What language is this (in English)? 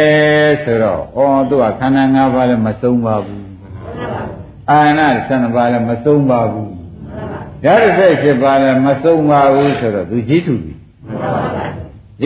Burmese